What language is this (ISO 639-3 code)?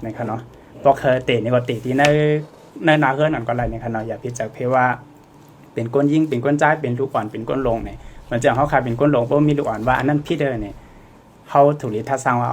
shn